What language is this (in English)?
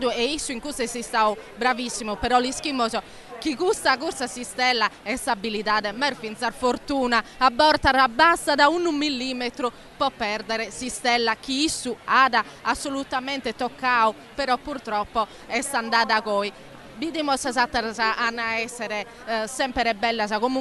Sardinian